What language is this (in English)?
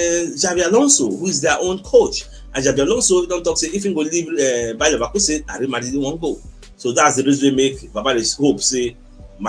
Nigerian Pidgin